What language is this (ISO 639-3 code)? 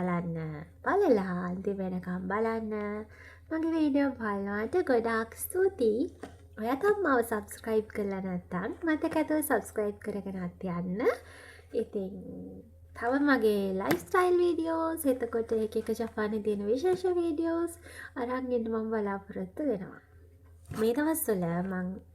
sin